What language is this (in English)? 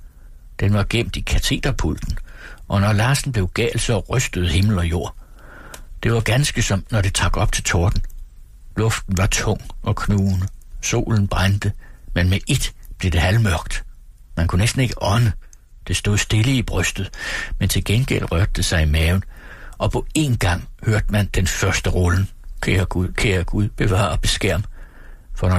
Danish